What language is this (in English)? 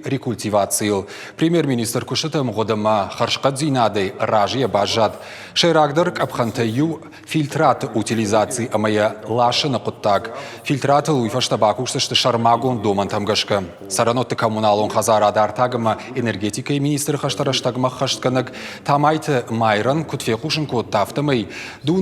Ossetic